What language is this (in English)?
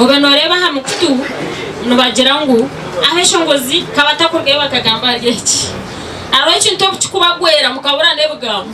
Nyankole